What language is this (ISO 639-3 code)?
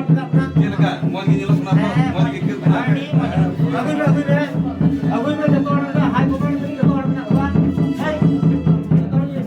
sat